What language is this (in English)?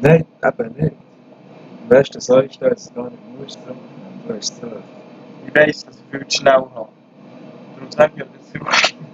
Swiss German